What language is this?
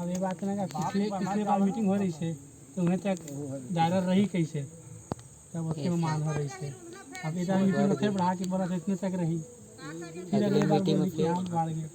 Chhattisgarhi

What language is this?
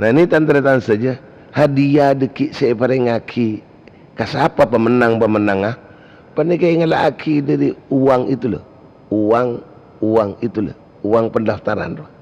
Madurese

